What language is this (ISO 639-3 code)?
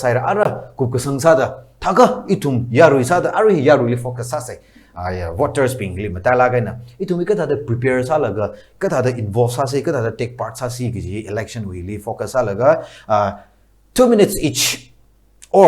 nmf